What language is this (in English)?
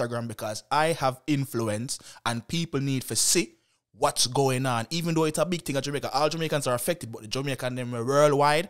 Jamaican Creole English